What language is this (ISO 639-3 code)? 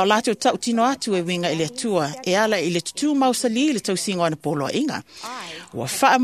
smo